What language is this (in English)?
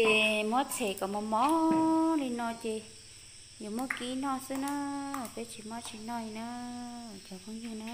Hmong